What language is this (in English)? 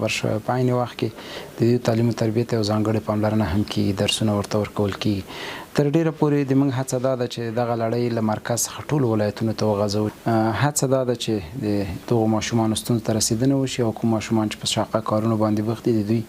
Pashto